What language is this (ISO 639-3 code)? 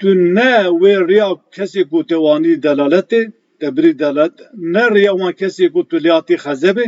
kur